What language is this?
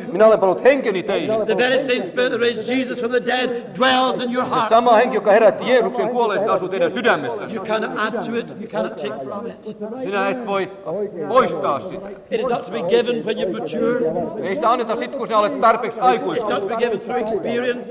Finnish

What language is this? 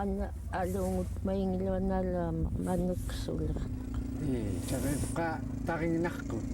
Central Yupik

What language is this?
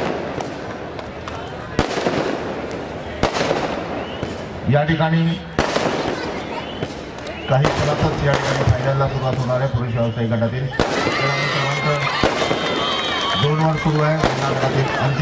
Marathi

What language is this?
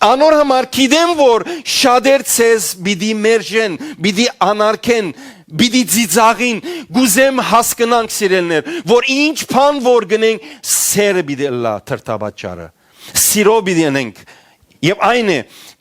Western Armenian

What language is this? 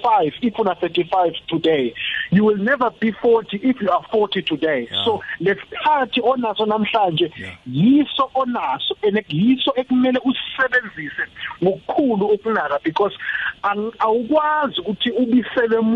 South Ndebele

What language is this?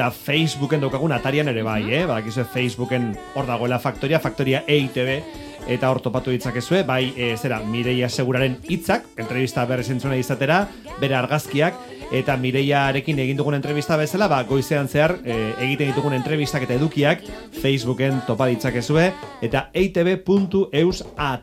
Basque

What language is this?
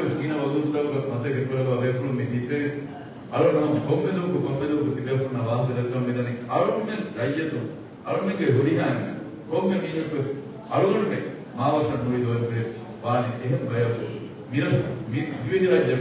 Divehi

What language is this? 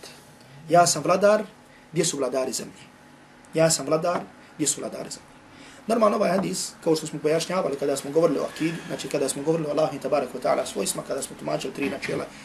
Bosnian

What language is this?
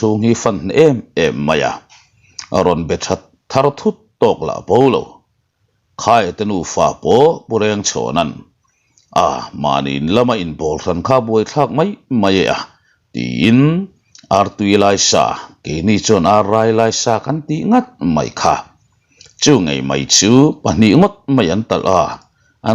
Mizo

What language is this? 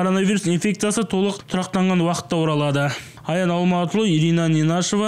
Kazakh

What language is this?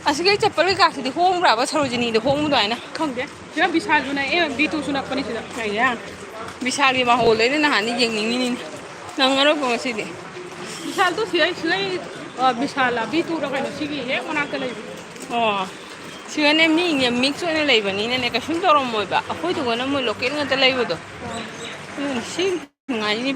Manipuri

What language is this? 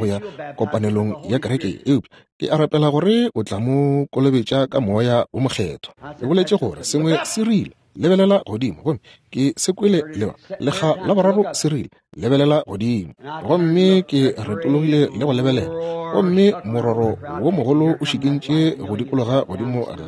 Northern Sotho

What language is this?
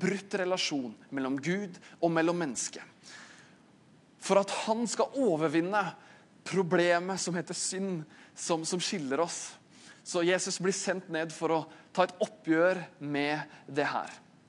Norwegian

